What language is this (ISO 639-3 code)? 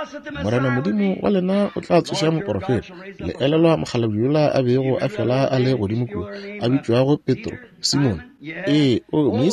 nso